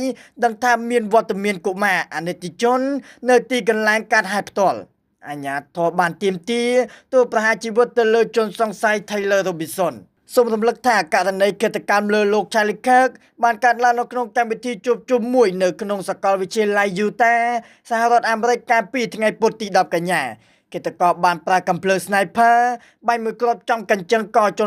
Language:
Khmer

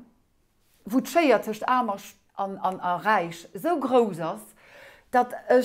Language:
Luxembourgish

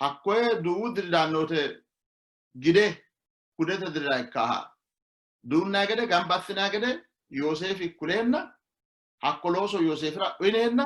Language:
Sidamo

